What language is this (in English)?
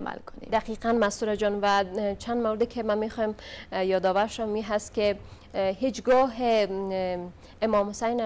Persian